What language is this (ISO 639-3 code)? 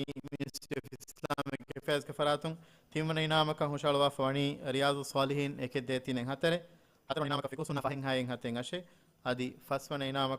div